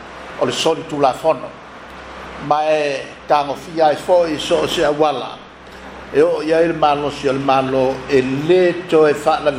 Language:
Samoan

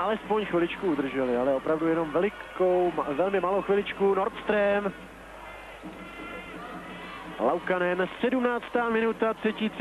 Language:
Czech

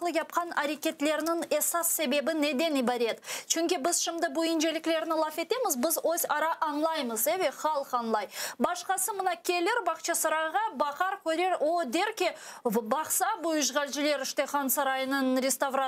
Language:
Crimean Tatar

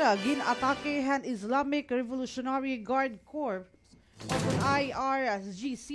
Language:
Waray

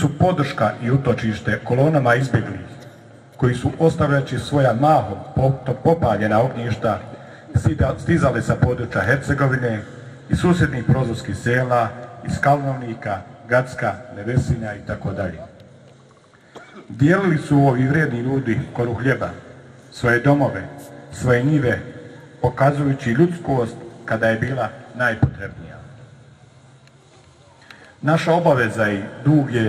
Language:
Bosnian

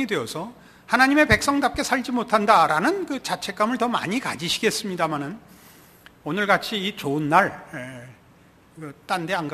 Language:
Korean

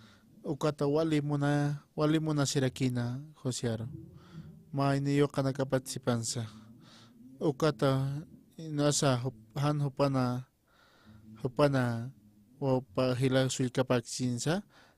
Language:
Aymara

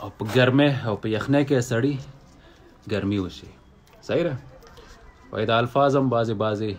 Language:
Pashto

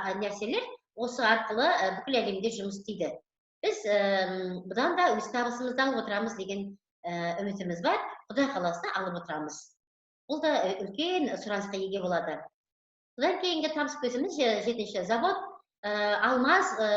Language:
Kazakh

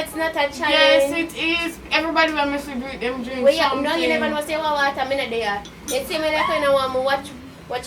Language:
Jamaican Creole English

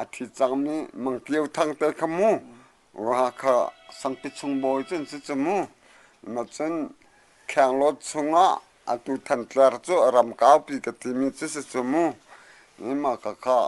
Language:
Hakha Chin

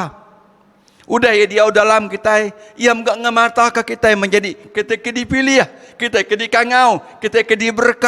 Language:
Iban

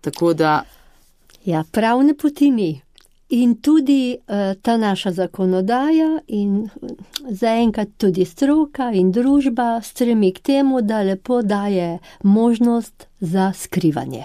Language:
Slovenian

